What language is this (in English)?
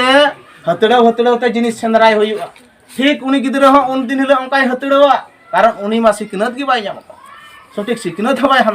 Santali